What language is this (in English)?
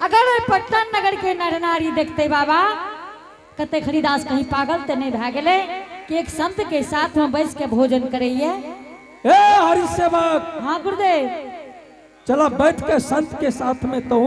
Angika